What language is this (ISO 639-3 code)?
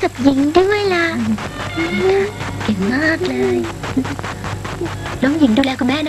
tha